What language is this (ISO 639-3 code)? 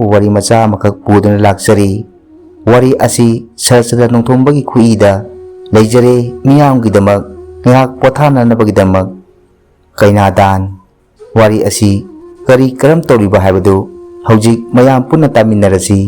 mni